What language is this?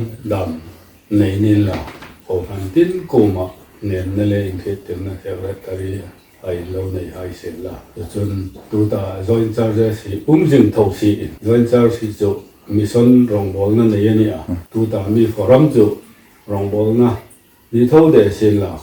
Hmar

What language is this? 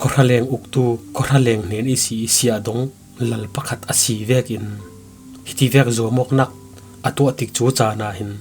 Falam Chin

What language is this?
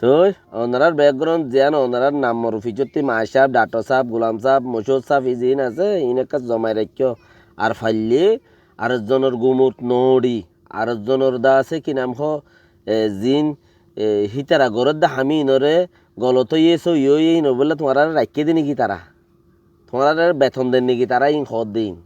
Rohingya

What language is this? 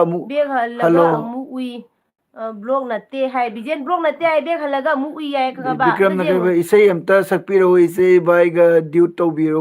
Manipuri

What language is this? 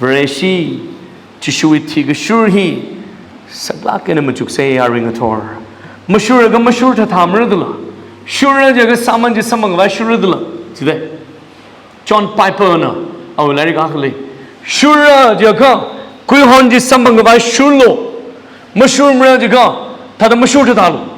Tangkhul Naga (India)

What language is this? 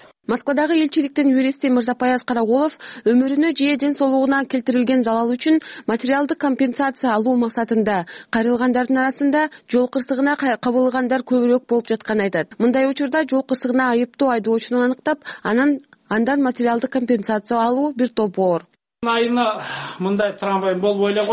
Kyrgyz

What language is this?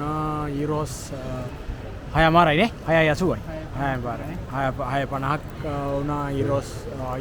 Sinhala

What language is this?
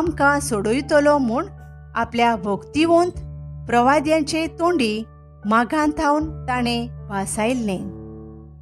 Konkani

